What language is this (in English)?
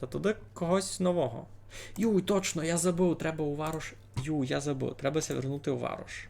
Rusyn